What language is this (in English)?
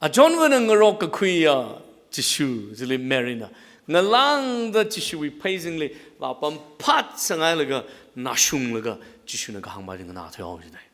Tangkhul Naga (India)